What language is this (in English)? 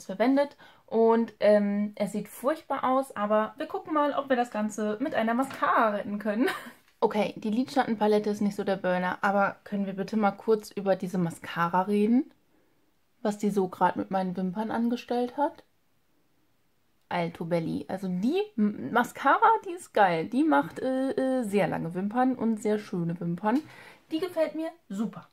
German